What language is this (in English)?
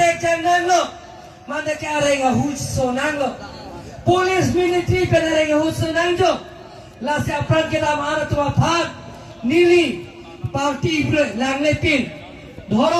Karbi